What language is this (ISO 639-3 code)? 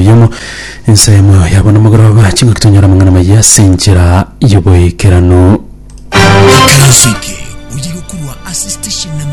guz